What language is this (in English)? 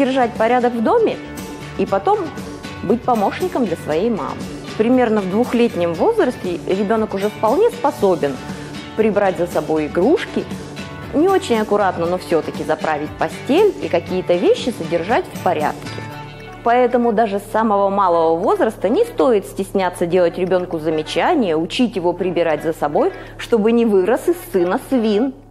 Russian